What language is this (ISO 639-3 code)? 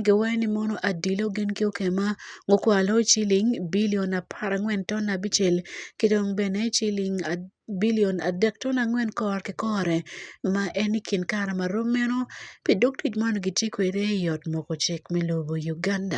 ach